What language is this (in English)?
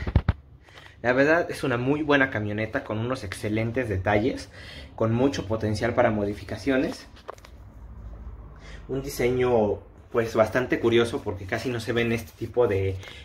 Spanish